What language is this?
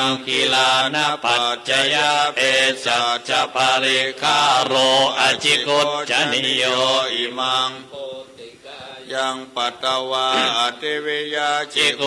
Pali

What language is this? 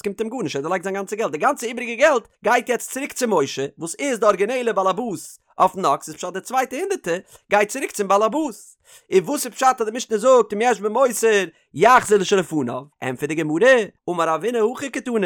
Yiddish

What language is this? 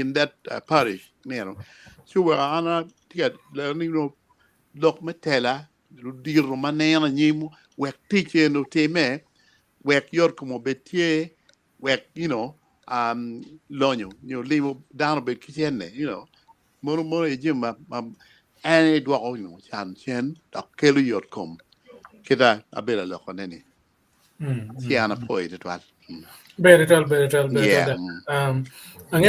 Acoli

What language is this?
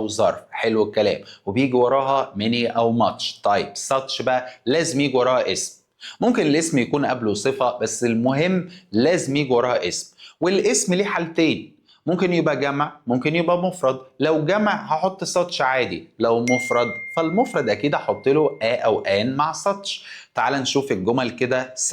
Egyptian Arabic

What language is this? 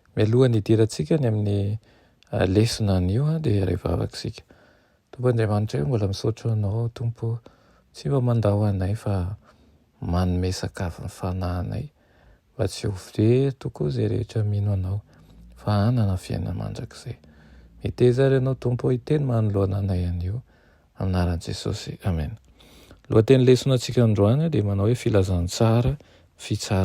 Malagasy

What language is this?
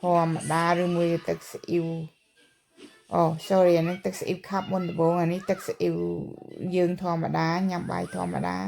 Khmer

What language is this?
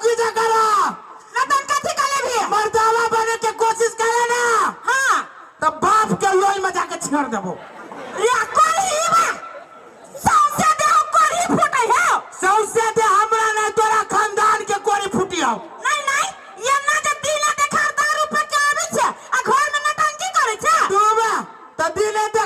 Maithili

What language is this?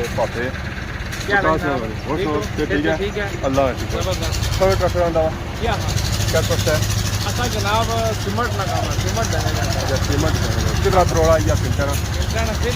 Pahari-Potwari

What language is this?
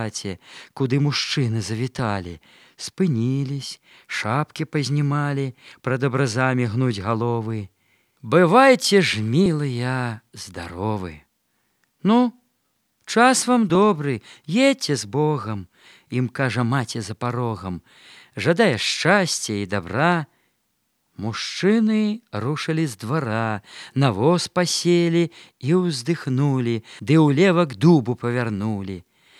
Belarusian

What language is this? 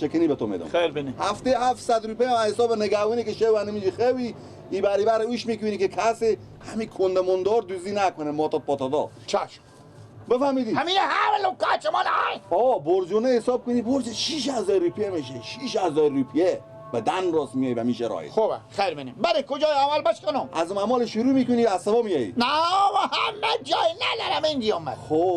Persian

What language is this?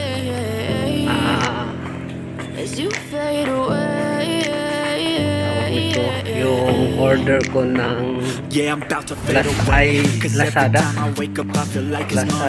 Filipino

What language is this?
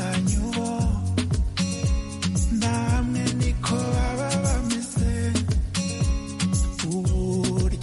Kinyarwanda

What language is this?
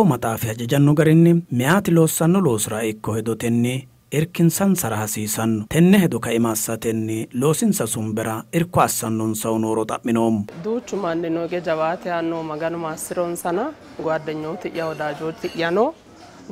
Sidamo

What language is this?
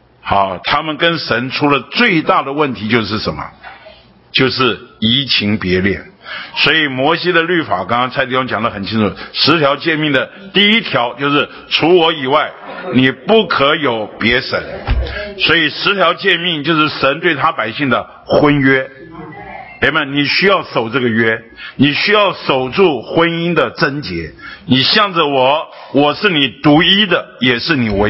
Chinese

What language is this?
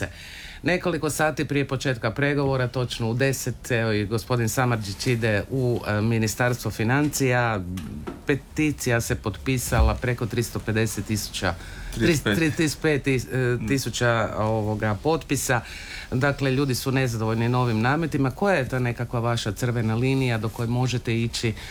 Croatian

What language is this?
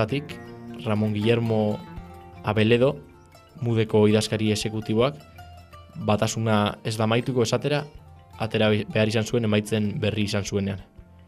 Basque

